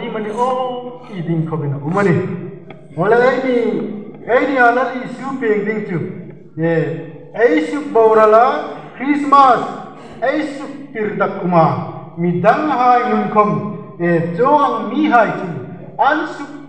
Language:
Hmar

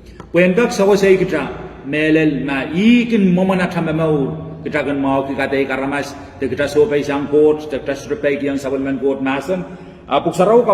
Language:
Pohnpeian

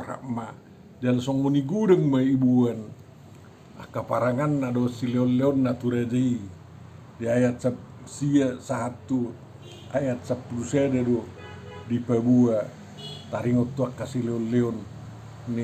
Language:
Batak Toba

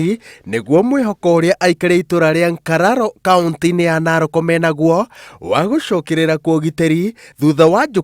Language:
Kikuyu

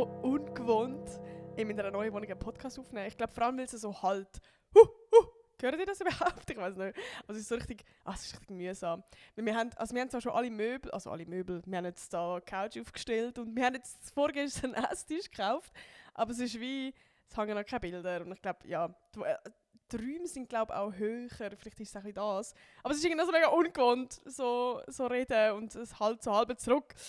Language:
Swiss German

